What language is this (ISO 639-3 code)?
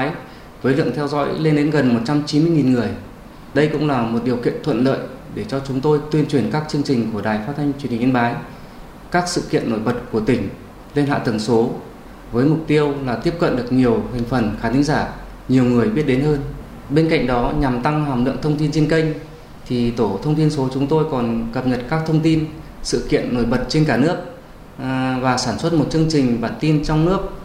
vie